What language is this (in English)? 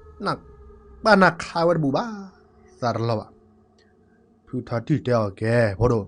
S'gaw Karen